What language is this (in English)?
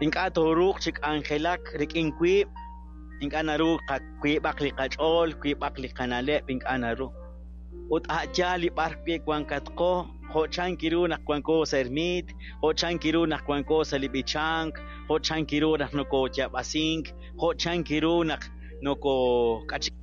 Kekchí